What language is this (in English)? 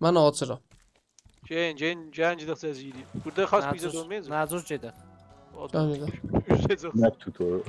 South Azerbaijani